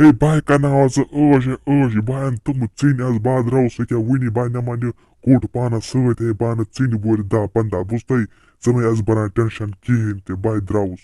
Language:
Kashmiri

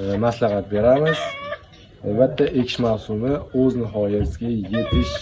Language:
Uzbek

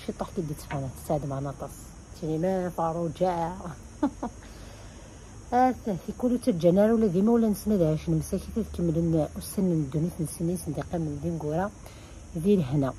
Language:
Kabyle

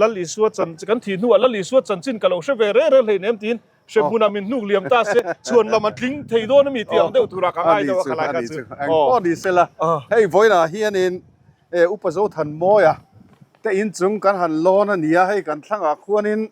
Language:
Mizo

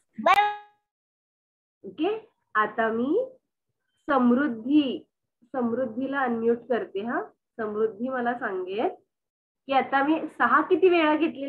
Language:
Marathi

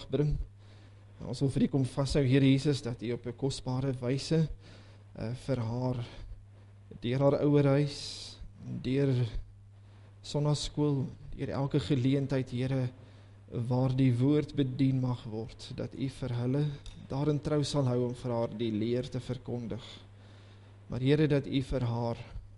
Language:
Afrikaans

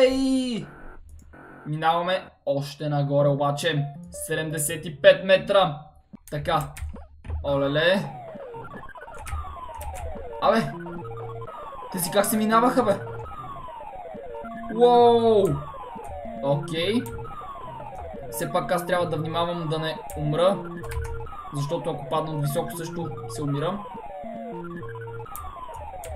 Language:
Bulgarian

